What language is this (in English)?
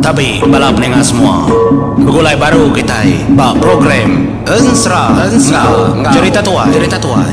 Iban